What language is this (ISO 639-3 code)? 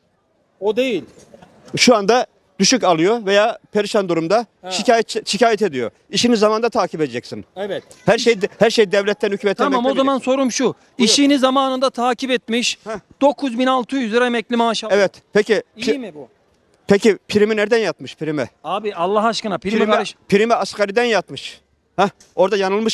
tur